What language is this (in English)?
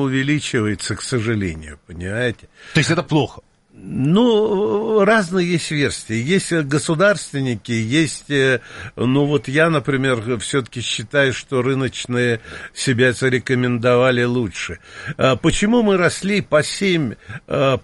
Russian